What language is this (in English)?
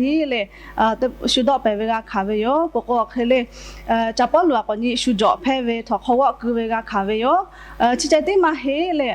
Lahu